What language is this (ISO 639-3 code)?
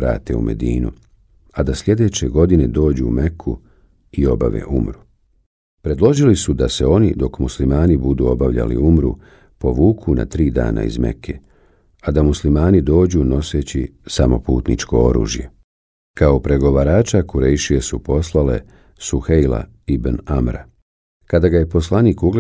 bos